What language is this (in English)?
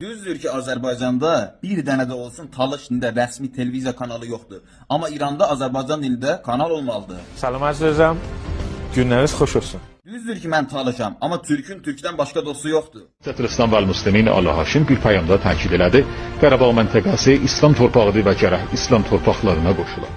Azerbaijani